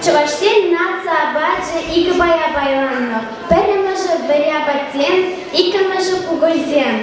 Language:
Chuvash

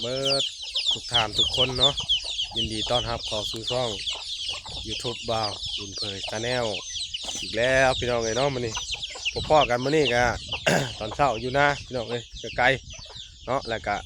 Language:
Northeastern Thai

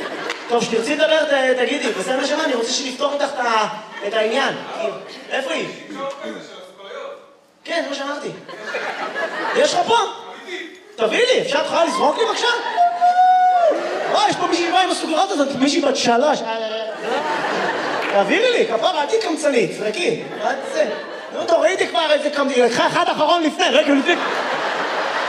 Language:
Hebrew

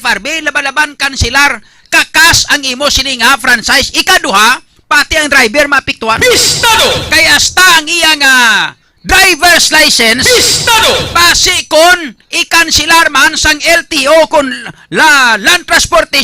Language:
Hiligaynon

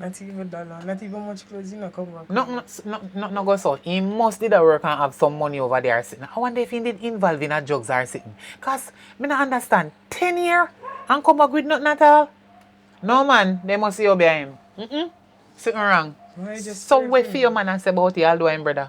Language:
Jamaican Creole English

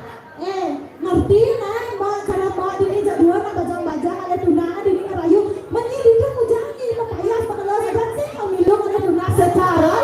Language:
Balinese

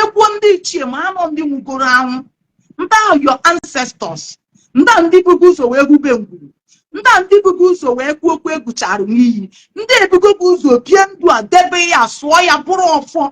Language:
Igbo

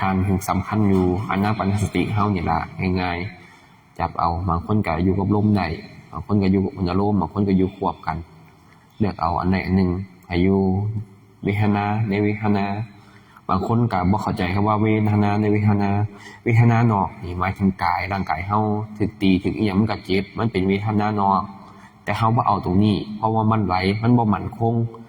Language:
Lao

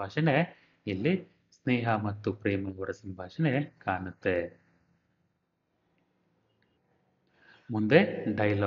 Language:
Kannada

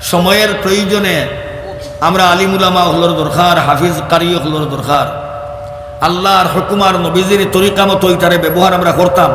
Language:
Sylheti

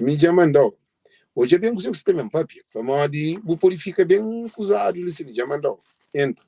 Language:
Kabuverdianu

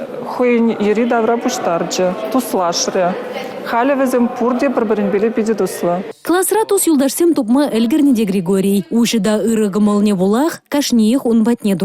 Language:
Chuvash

